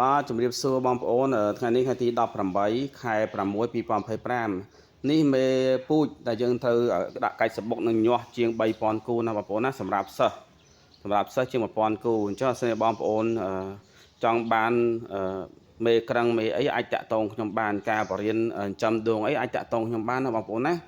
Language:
Khmer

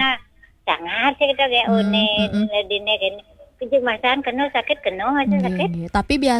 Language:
Balinese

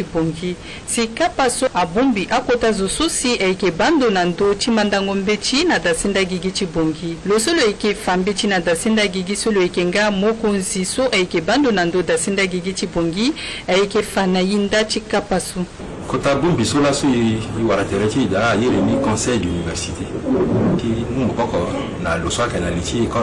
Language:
Sango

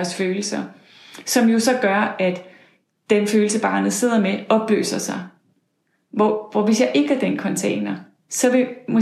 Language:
Danish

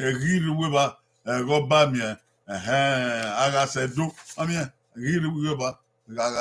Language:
Bini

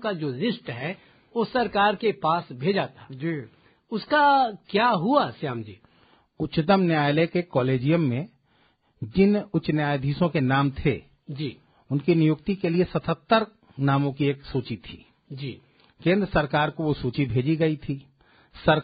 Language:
Hindi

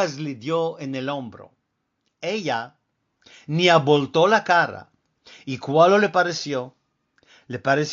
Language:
Ladino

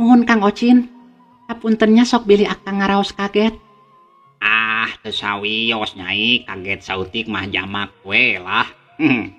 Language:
Sundanese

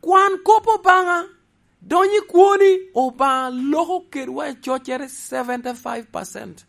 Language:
Lango (Uganda)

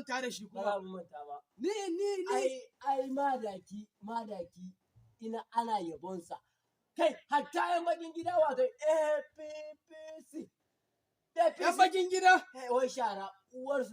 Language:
Hausa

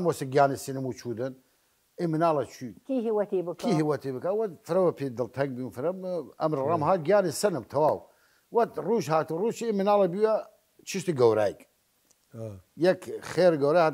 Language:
Southern Kurdish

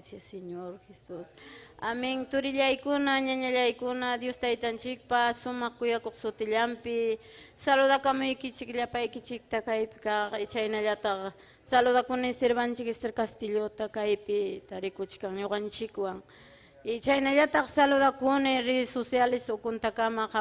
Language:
Ayacucho Quechua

